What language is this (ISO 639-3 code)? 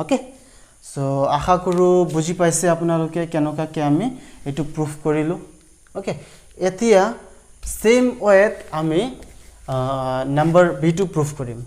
asm